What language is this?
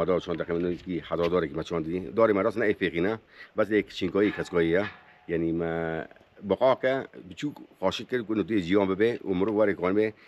Kurdish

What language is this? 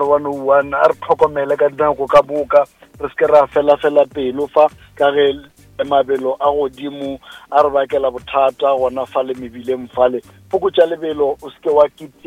Northern Sotho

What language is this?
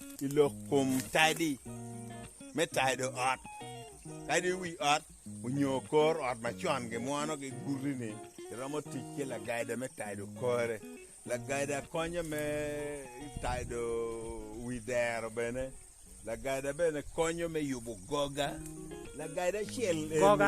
Acoli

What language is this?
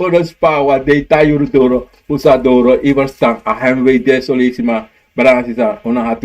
Sranan Tongo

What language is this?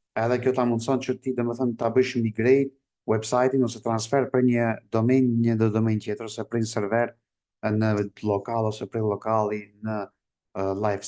Albanian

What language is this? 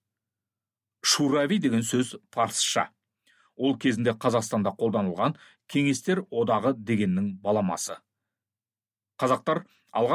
Kazakh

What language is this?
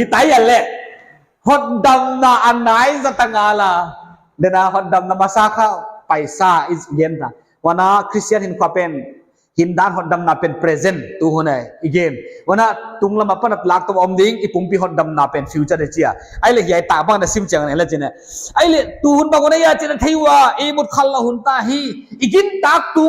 Paite Chin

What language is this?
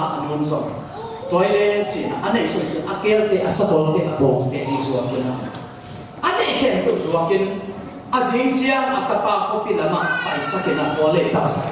Tedim Chin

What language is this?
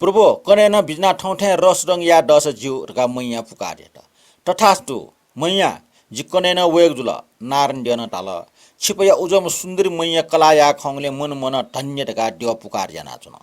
Newari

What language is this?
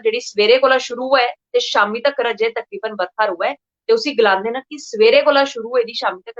Dogri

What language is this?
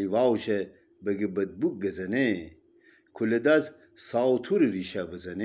Gilaki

